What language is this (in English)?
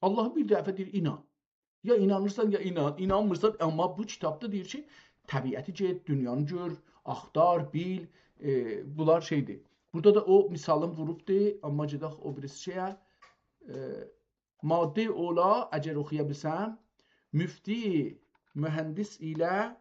South Azerbaijani